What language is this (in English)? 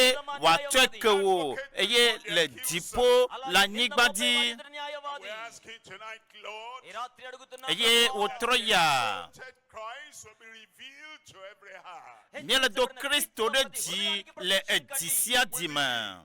Ewe